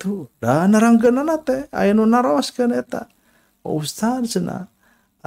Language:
Sundanese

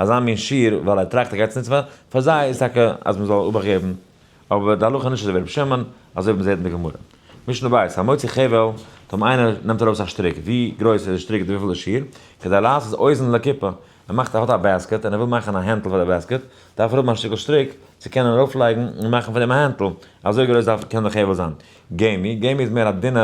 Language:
Yiddish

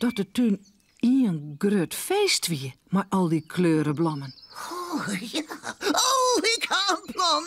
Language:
Western Frisian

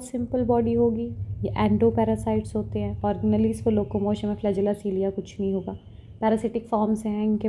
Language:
Hindi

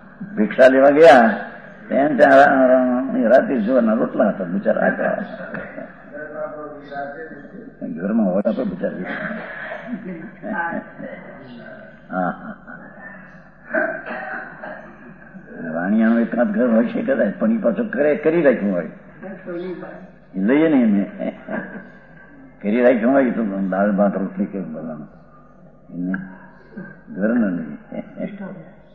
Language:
Gujarati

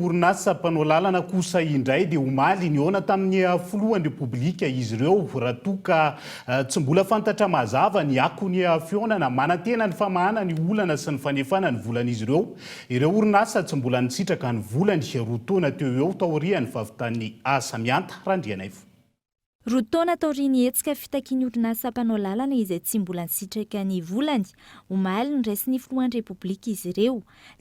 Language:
Malagasy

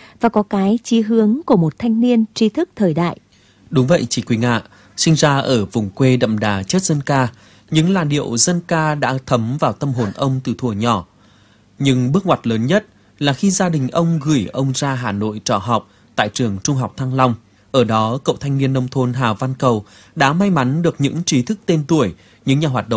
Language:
Vietnamese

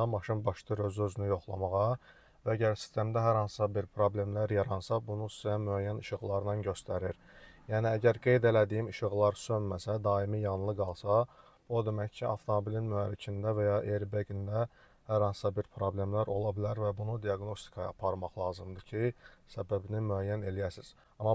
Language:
Azerbaijani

